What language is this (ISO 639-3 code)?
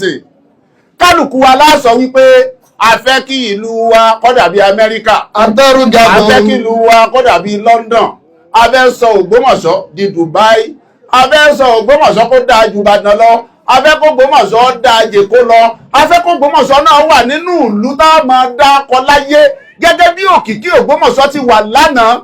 yor